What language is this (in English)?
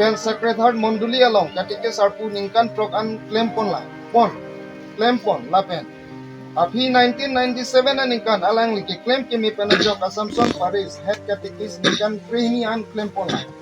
Karbi